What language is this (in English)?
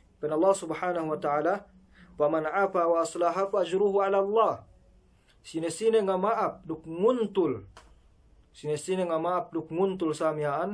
Yakan